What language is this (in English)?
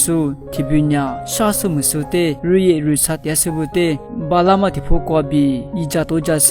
Lisu